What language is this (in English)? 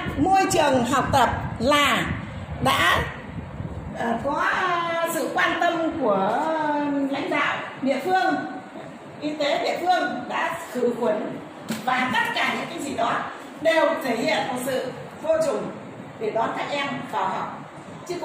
Vietnamese